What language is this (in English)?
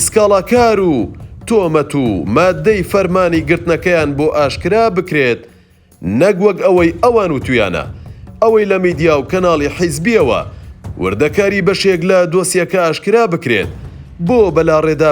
Central Kurdish